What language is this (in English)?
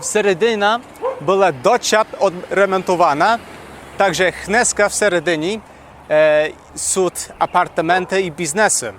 Rusyn